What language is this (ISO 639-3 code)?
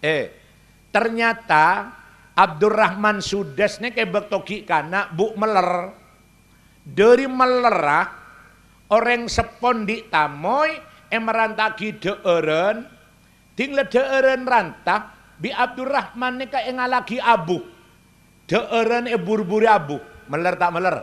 mad